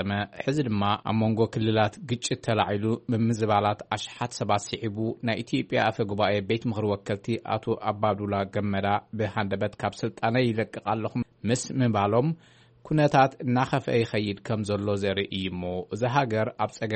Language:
Tigrinya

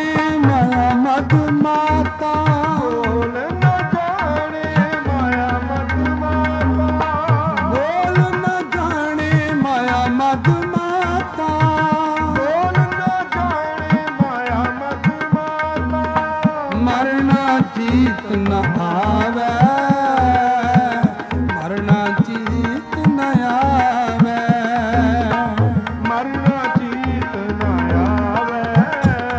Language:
Hindi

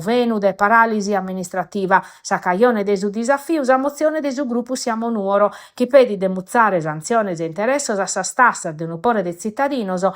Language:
Sardinian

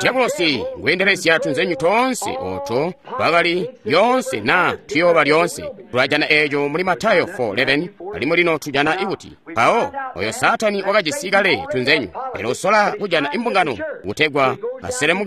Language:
Tonga (Zambia)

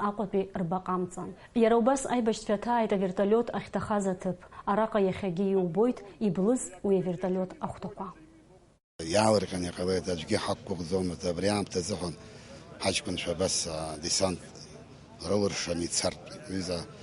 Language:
Abkhazian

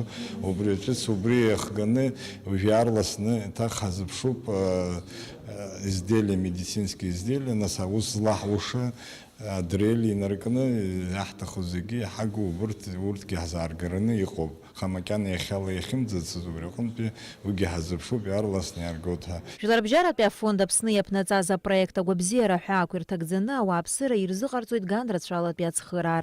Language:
Abkhazian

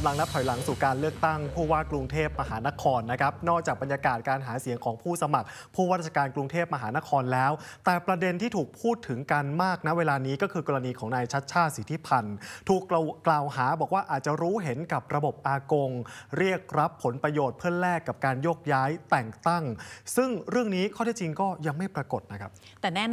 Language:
Thai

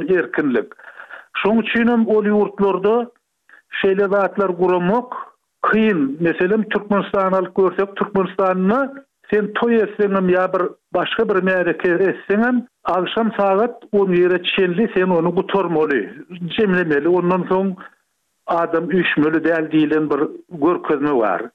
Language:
Turkmen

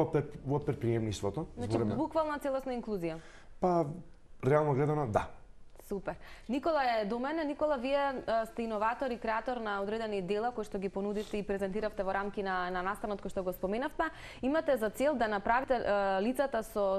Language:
Macedonian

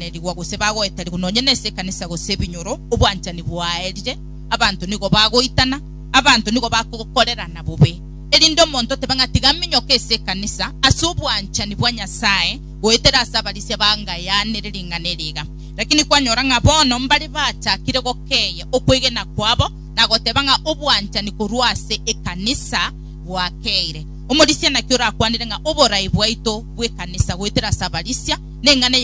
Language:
Gusii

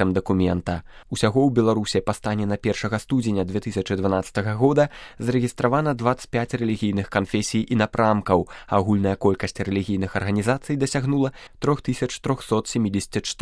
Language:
Belarusian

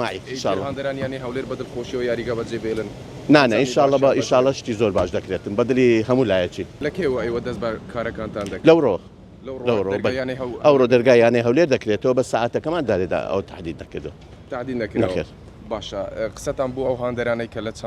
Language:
Central Kurdish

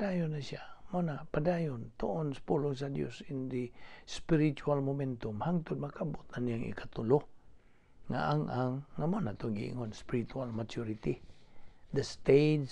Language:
Cebuano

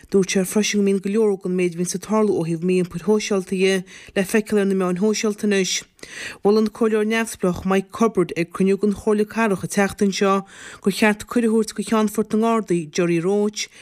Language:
Irish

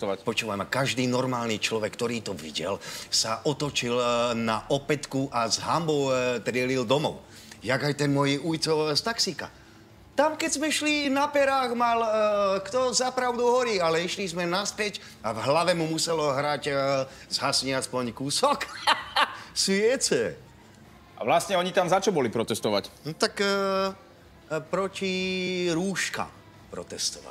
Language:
Slovak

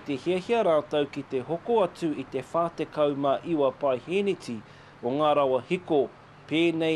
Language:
Māori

